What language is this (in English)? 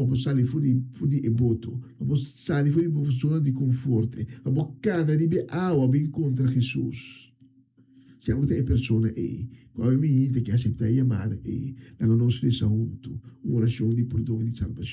Papiamento